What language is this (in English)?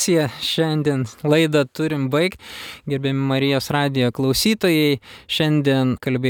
Lithuanian